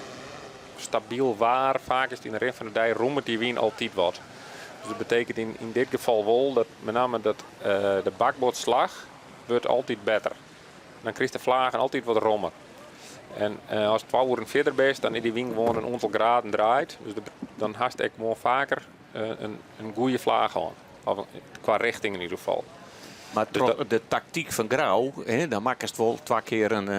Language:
Western Frisian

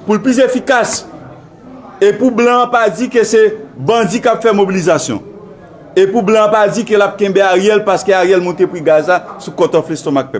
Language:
Haitian Creole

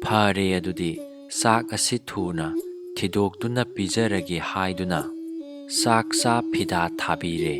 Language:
Manipuri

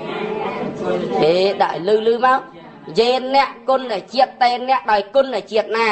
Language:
Khmer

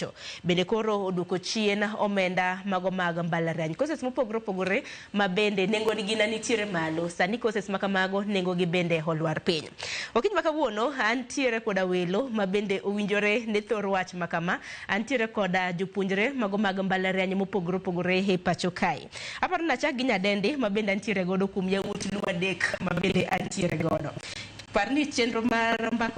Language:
Luo (Kenya and Tanzania)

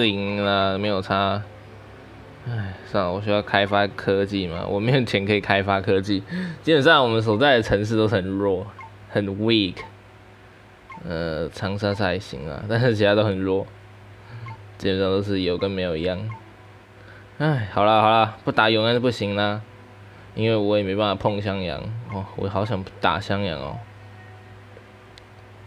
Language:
Chinese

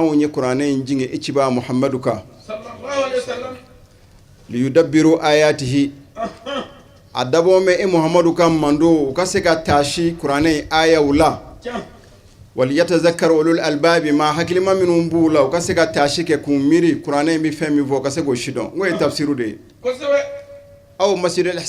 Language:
Bambara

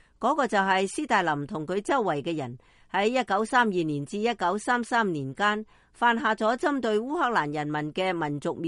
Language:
Cantonese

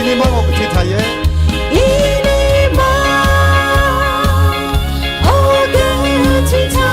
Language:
Tangkhul Naga (India)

